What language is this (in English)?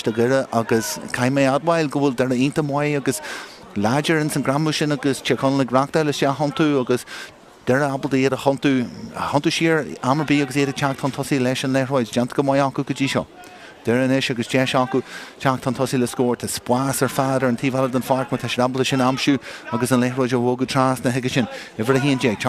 Irish